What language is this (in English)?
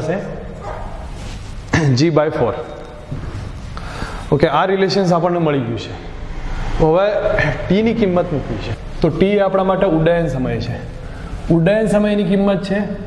Gujarati